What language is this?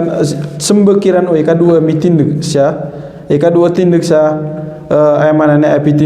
Maranao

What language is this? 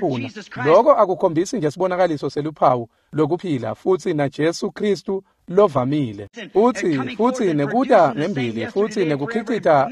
Swati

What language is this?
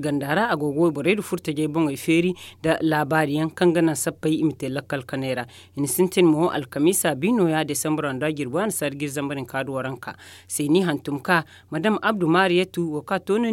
Zarma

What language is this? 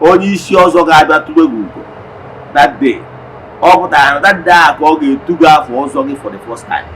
Igbo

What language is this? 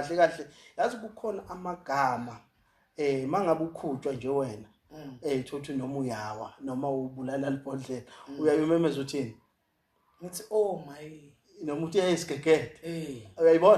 Zulu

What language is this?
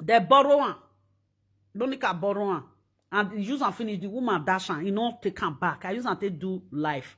Nigerian Pidgin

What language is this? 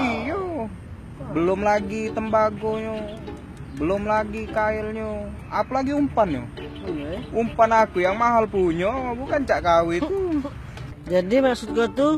Musi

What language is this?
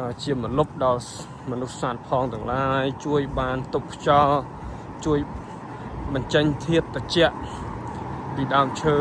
Khmer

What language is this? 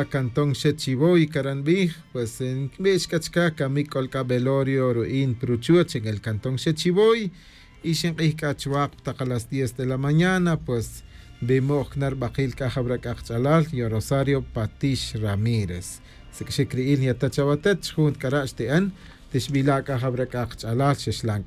Tz'utujil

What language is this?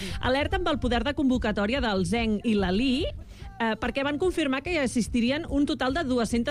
Catalan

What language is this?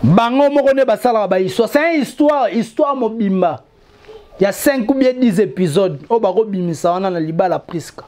Lingala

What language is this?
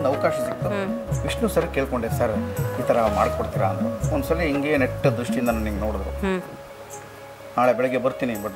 Kannada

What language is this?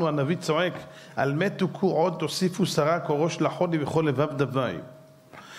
Hebrew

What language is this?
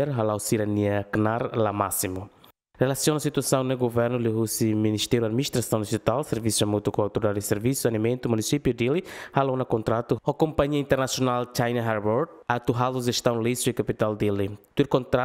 Tetum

